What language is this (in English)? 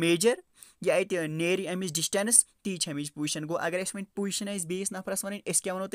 Kashmiri